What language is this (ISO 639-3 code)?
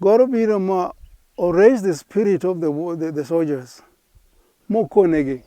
luo